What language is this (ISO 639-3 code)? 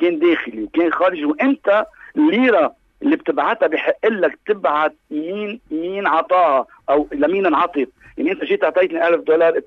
apc